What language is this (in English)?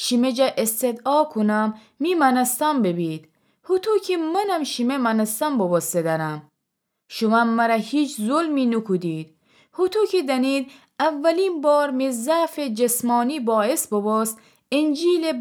Gilaki